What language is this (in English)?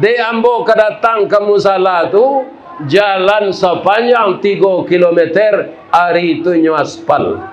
Minangkabau